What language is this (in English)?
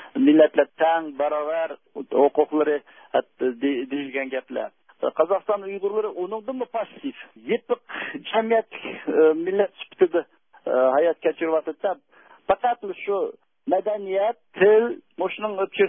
Uyghur